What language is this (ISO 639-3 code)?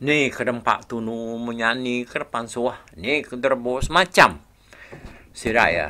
iba